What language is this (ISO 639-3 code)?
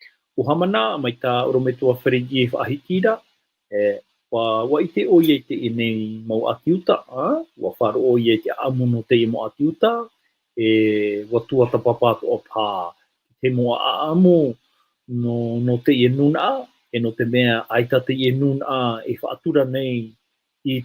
tah